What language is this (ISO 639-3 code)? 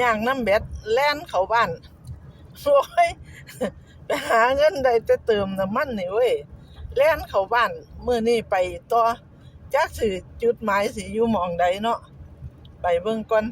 lao